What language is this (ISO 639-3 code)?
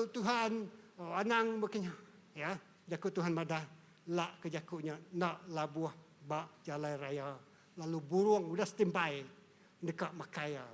iba